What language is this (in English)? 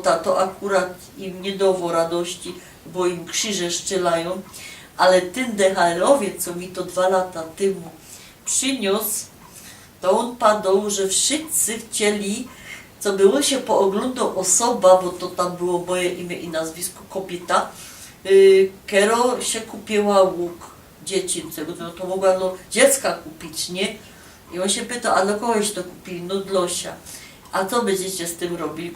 Silesian